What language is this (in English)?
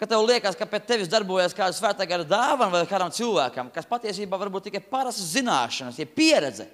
Latvian